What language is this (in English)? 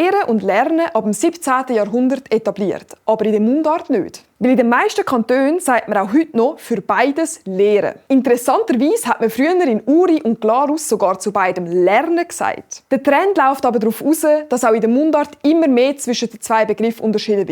Swiss German